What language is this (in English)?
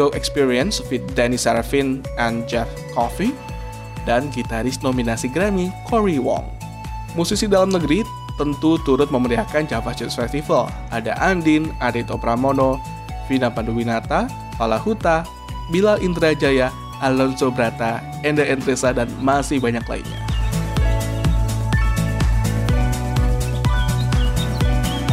Indonesian